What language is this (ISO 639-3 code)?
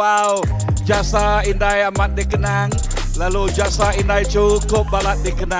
iba